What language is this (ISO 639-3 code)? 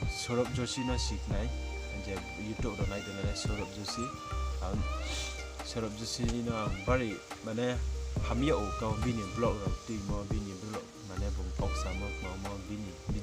ria